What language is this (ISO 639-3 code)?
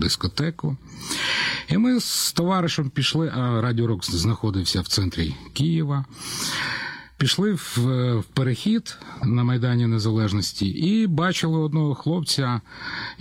ukr